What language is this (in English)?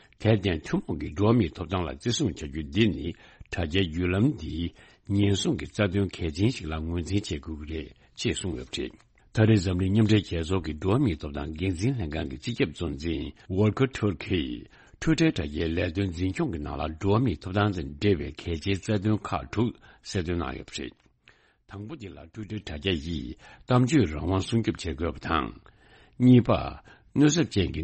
Tibetan